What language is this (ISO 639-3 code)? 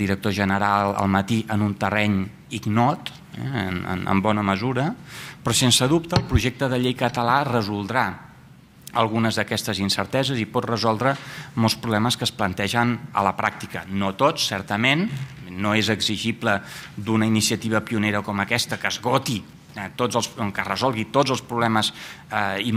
cat